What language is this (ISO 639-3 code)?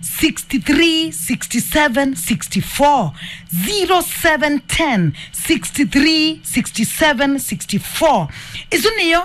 kam